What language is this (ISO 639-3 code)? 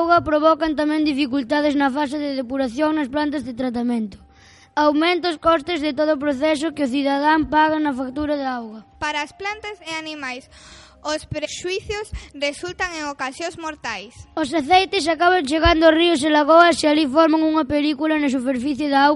glg